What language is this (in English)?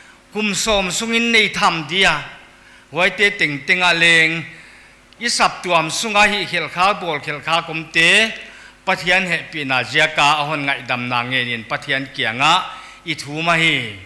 Paite Chin